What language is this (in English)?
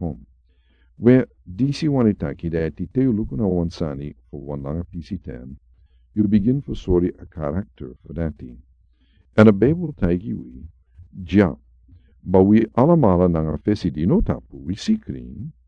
Sranan Tongo